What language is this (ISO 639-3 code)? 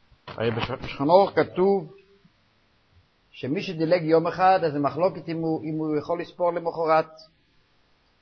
heb